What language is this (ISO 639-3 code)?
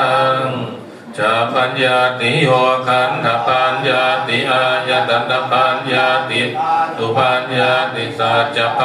pli